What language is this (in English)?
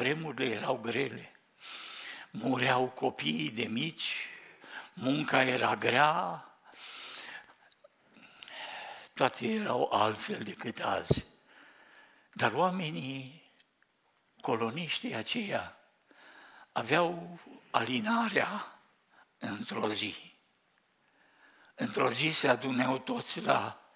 Romanian